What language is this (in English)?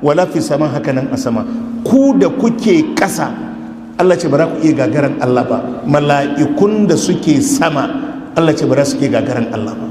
Hausa